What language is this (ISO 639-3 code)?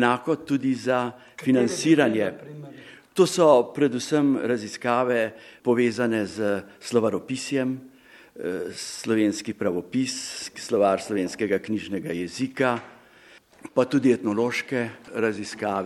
slv